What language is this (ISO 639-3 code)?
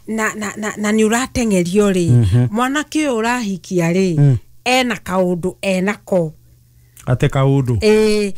kik